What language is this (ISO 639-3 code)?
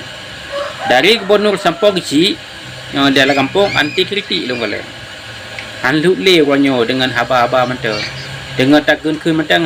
ace